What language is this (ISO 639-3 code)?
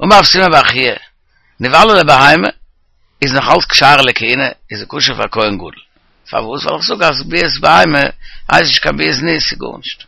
yid